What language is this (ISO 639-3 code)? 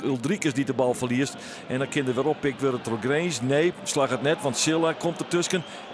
fry